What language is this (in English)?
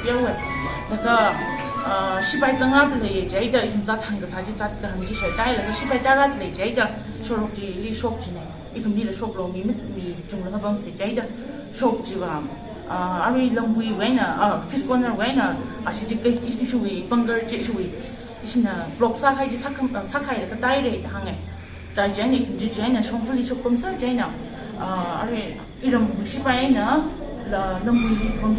Tangkhul Naga (India)